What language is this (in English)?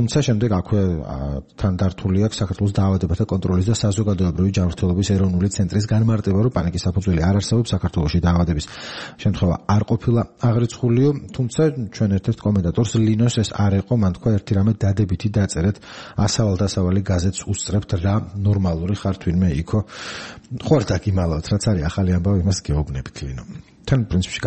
Georgian